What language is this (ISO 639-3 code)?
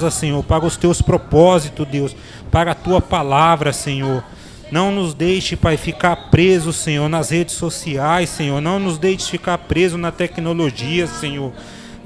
por